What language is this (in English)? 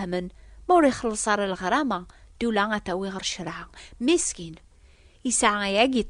Kabyle